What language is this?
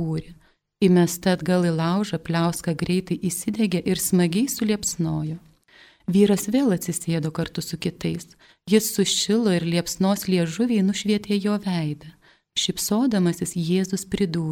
Lithuanian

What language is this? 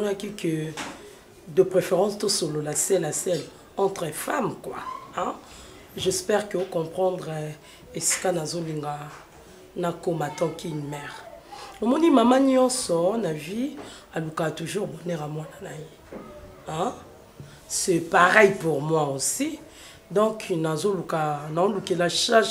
Lingala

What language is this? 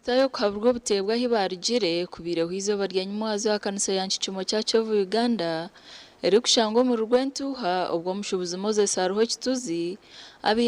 Nyankole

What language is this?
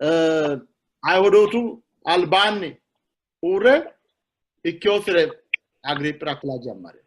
Sidamo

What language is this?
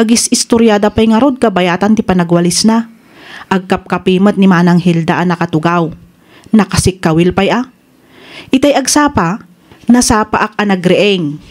Iloko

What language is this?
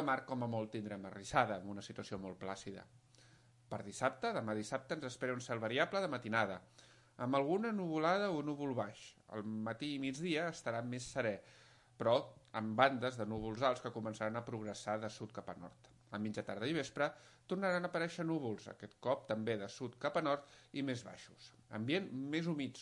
Catalan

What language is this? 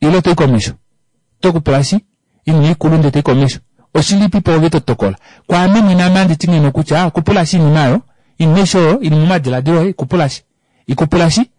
Kuanyama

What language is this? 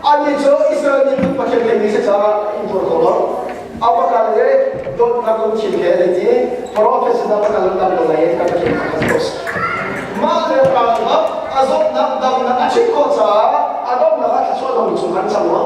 Hakha Chin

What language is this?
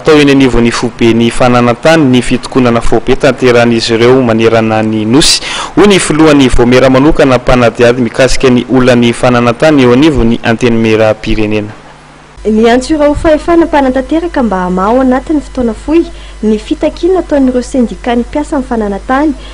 Malagasy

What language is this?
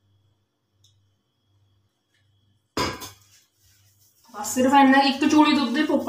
Punjabi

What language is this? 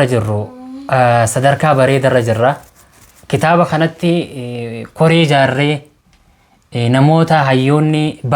Oromo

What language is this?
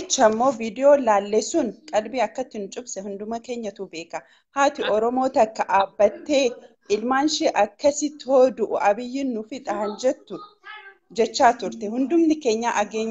Oromo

